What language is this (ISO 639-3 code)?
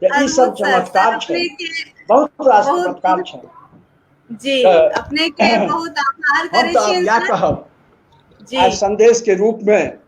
mai